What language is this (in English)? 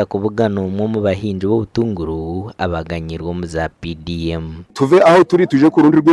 Nyankole